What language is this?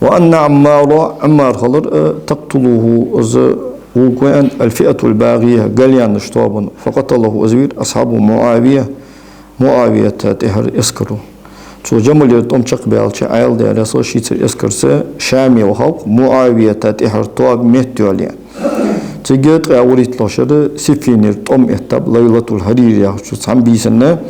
Ingush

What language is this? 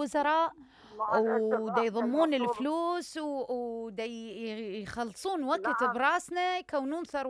Mesopotamian Arabic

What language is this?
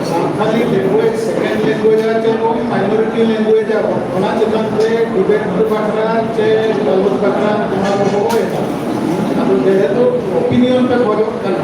Santali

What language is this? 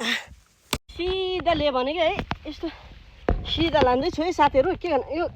Nepali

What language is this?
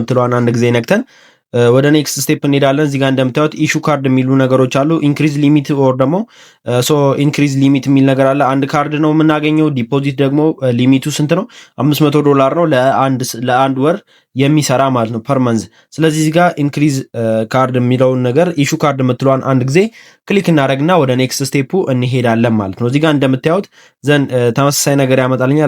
Amharic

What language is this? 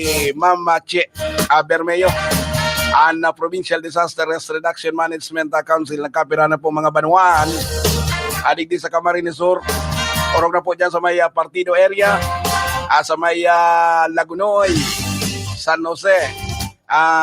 Bikol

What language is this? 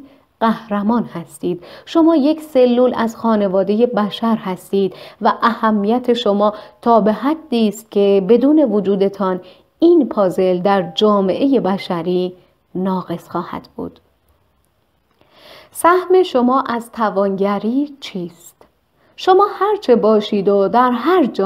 Persian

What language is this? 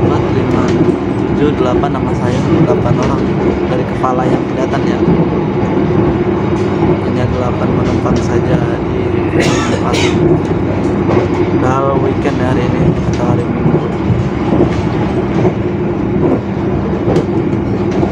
Indonesian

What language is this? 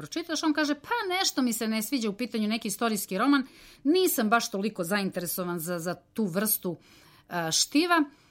Serbian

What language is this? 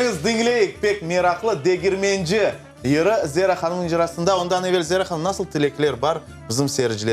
Crimean Tatar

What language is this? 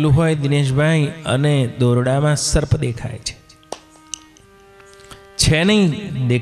Gujarati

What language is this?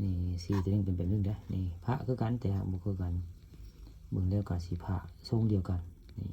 Northeastern Thai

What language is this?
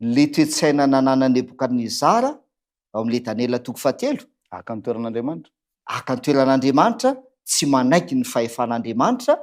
Malagasy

